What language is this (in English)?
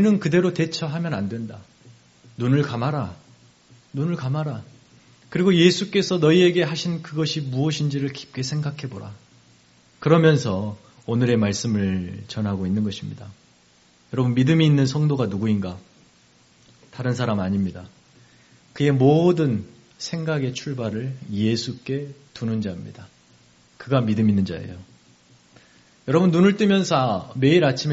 Korean